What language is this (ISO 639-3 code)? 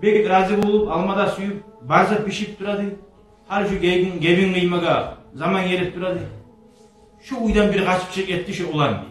kum